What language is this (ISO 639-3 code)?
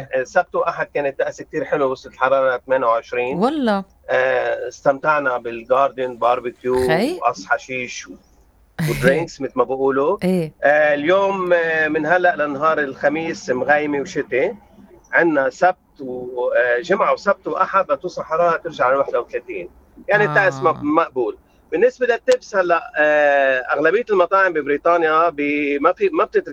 apc